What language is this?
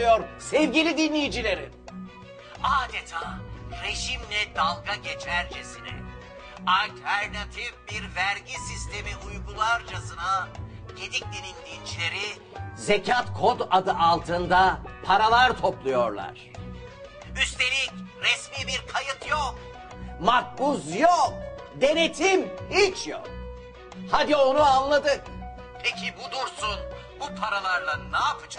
Turkish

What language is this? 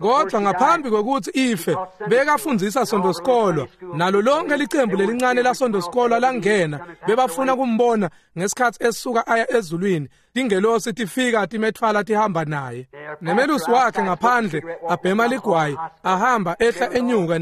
Swati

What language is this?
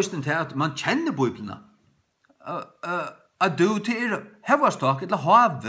Faroese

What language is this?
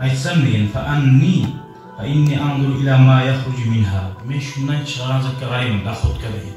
Kumyk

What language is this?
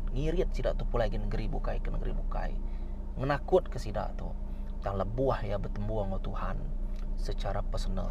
Iban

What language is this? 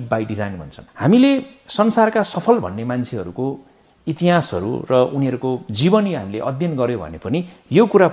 Nepali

